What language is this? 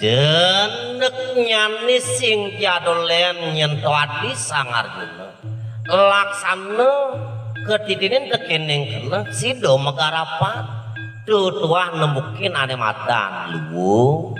Balinese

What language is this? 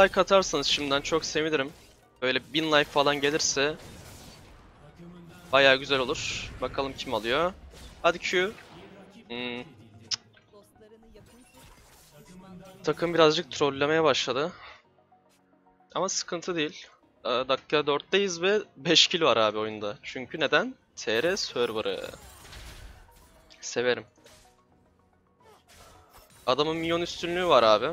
Turkish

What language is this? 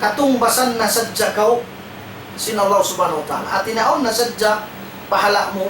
Tausug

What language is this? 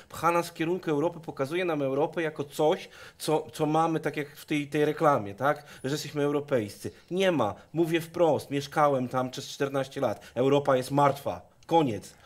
Polish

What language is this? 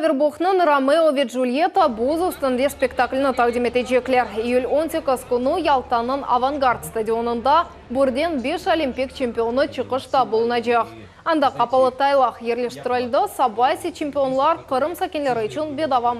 Crimean Tatar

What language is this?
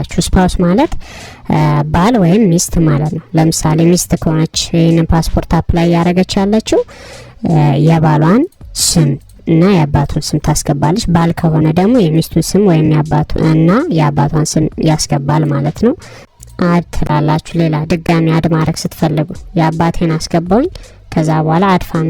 Amharic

